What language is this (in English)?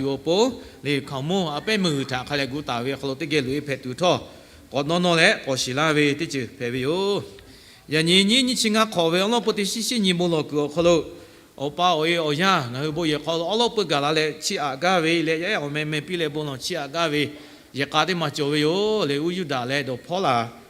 Lahu